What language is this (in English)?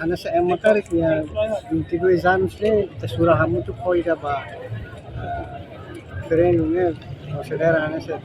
Tetum